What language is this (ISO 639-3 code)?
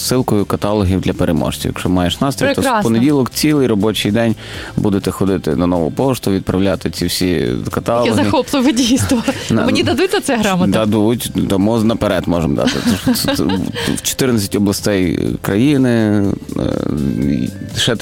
ukr